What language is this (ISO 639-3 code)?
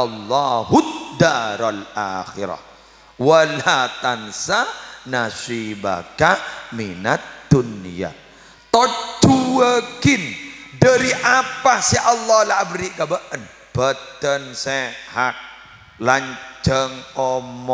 mad